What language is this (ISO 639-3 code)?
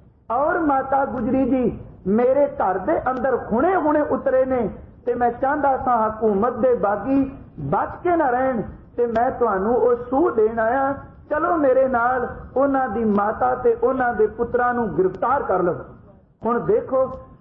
pan